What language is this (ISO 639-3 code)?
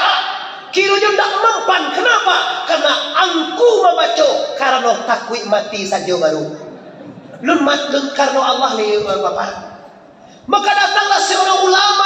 min